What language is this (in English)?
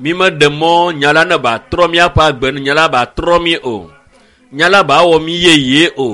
Ewe